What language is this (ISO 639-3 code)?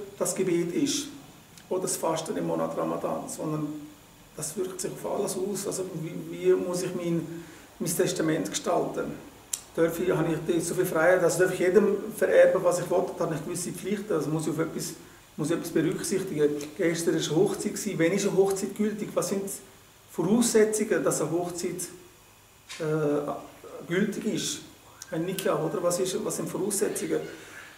gsw